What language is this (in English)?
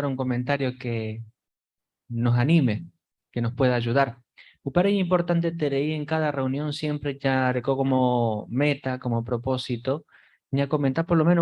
Guarani